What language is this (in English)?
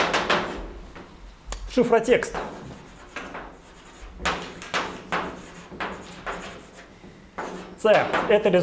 Russian